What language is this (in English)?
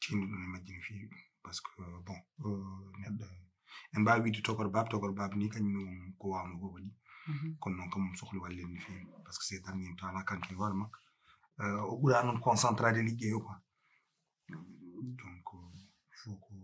Fula